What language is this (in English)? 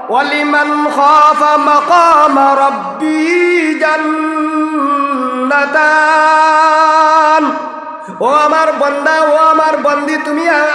Sylheti